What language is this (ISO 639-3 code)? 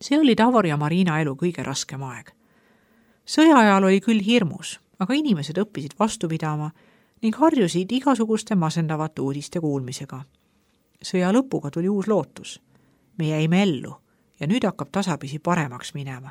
est